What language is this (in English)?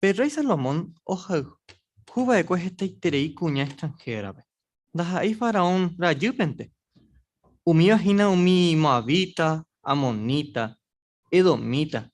Guarani